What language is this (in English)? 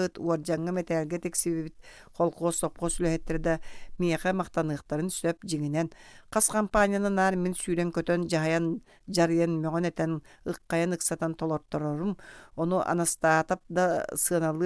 Yakut